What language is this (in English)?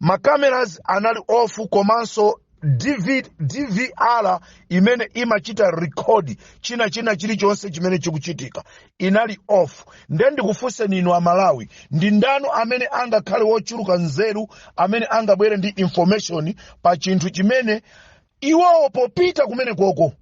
Nyanja